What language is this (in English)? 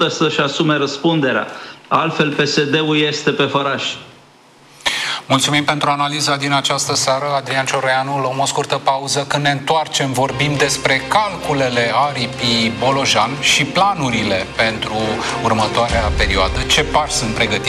Romanian